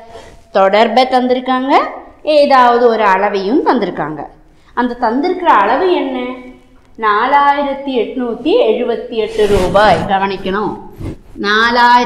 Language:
Tamil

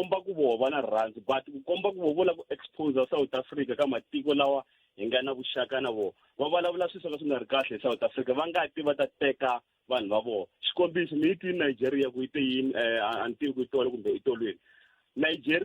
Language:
Tsonga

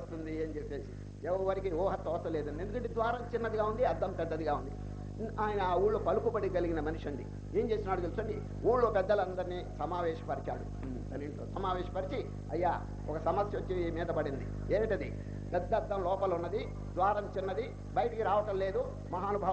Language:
Telugu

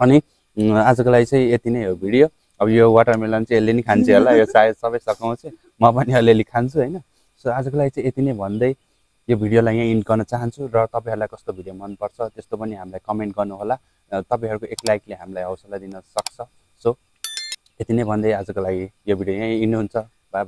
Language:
Nepali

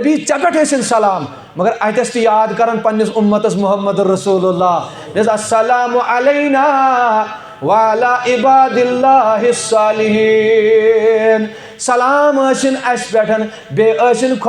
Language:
Kashmiri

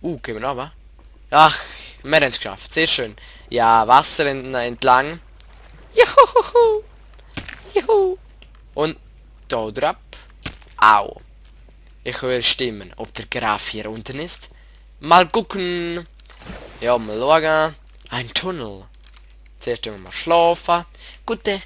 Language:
Swiss German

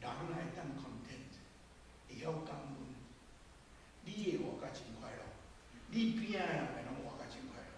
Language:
Min Nan Chinese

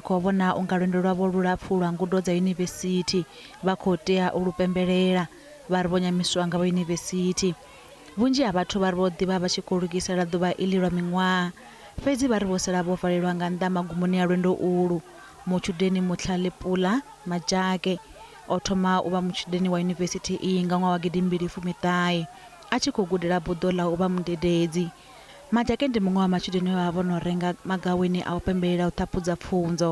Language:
Venda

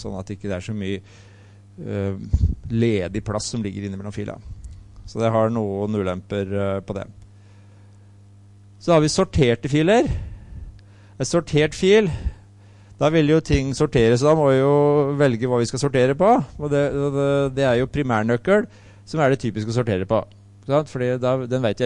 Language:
Norwegian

